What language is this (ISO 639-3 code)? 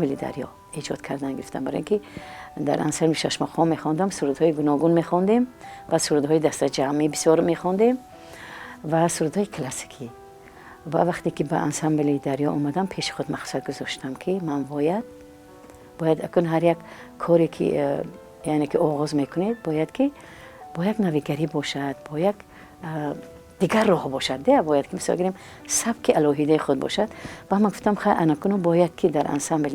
tgk